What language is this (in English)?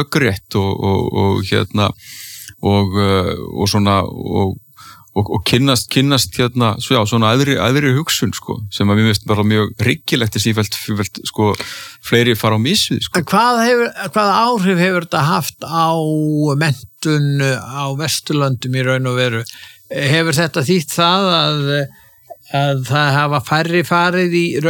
Icelandic